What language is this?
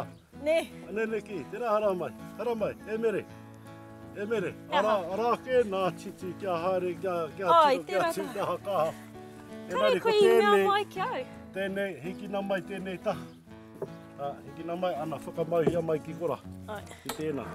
Māori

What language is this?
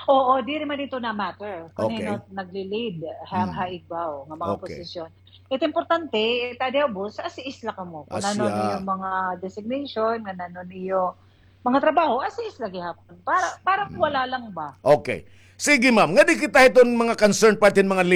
Waray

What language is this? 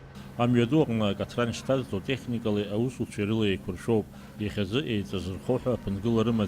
Abkhazian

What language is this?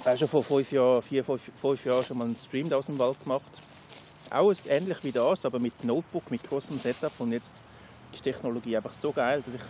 Swiss German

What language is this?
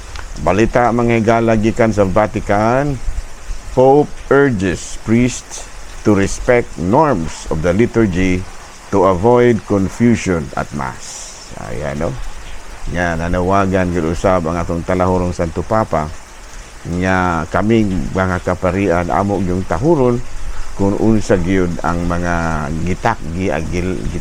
Cebuano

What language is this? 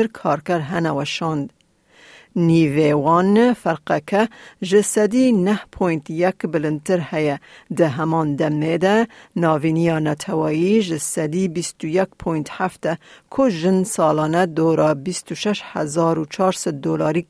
Kurdish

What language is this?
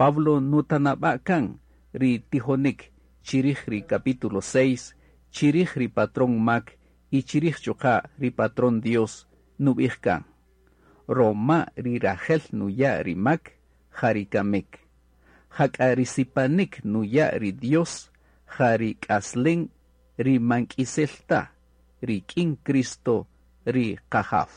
Kaqchikel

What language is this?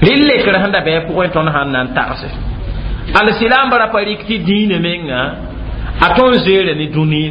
Mossi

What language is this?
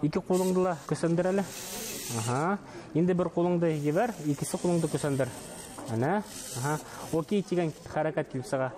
Bashkir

